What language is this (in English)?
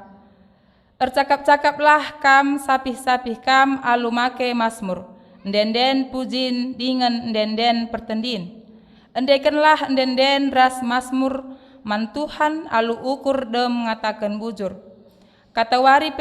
Batak Karo